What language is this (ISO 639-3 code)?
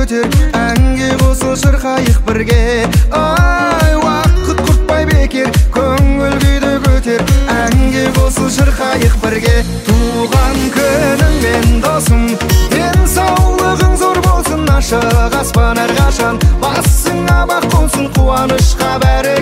kaz